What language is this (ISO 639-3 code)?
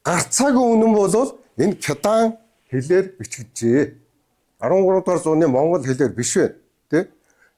mon